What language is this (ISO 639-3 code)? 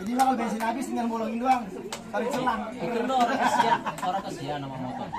bew